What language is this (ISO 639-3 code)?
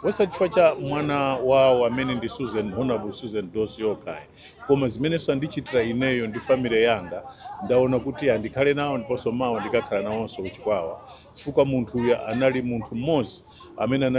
nya